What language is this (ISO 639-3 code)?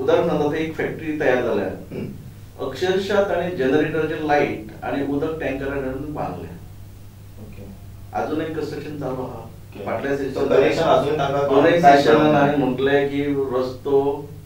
kok